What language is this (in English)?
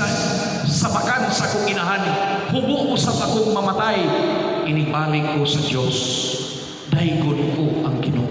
Cebuano